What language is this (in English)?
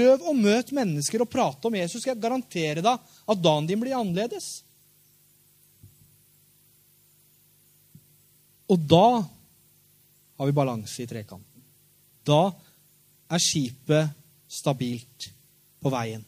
Norwegian